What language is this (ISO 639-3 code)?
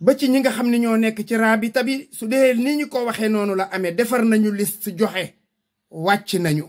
wol